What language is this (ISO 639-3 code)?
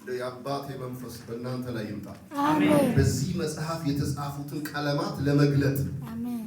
amh